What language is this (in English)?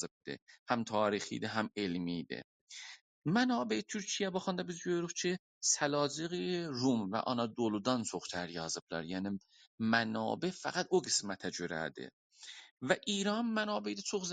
South Azerbaijani